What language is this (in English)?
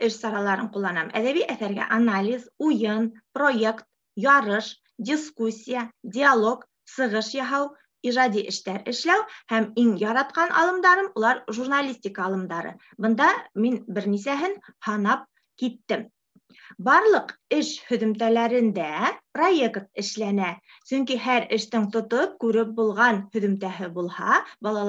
Bashkir